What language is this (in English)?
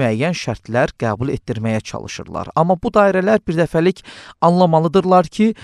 Azerbaijani